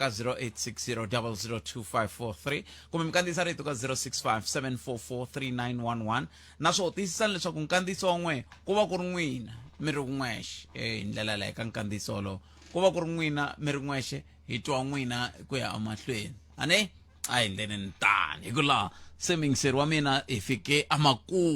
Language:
Tsonga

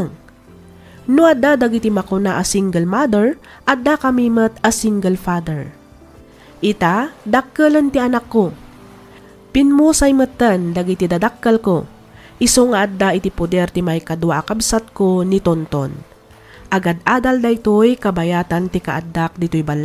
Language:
Iloko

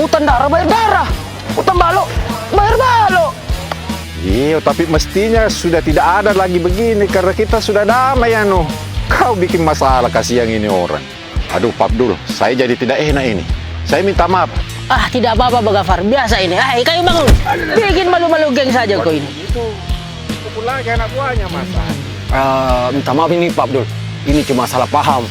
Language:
Makassar Malay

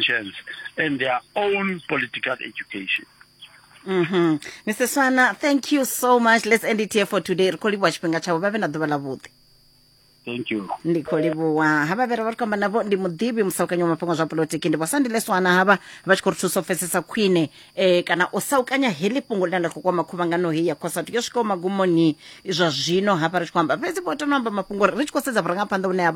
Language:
Venda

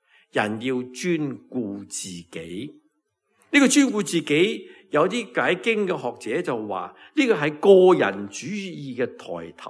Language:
Cantonese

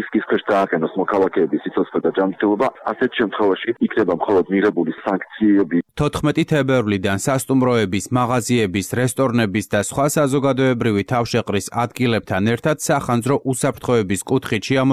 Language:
Georgian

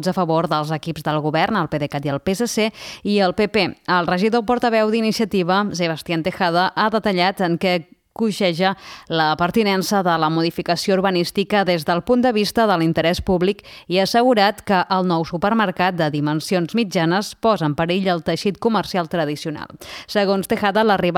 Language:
Catalan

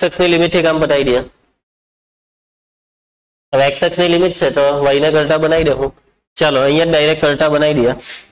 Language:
Gujarati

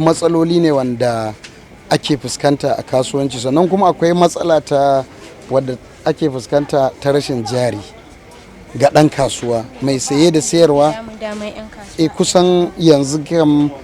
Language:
Hausa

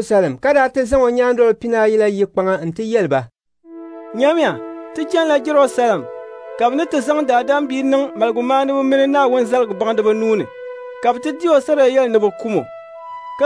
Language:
Dagbani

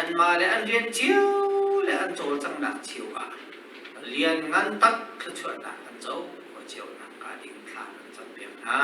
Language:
Hakha Chin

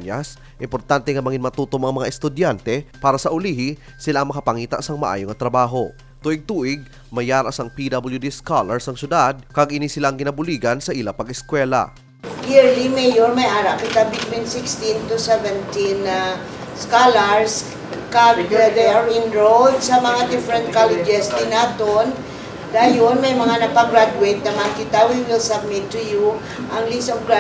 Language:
Hiligaynon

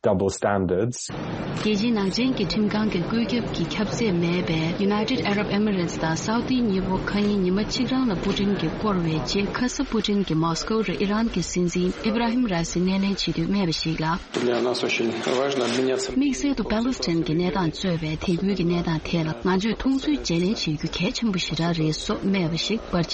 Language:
Tibetan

